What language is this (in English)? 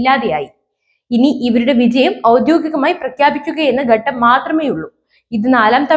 Malayalam